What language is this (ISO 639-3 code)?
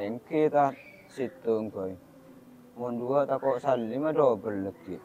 mad